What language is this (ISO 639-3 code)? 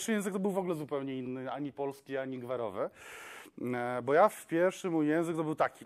pol